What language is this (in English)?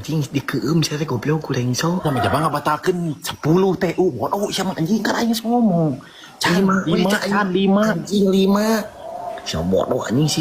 Sundanese